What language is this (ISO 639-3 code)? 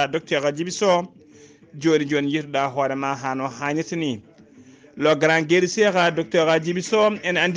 ful